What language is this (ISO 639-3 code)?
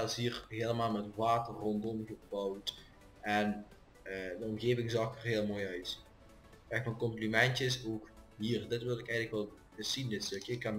nld